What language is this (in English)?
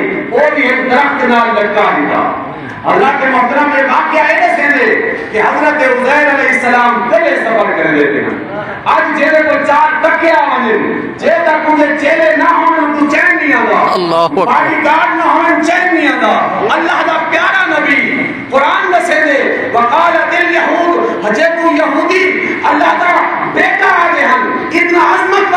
Saraiki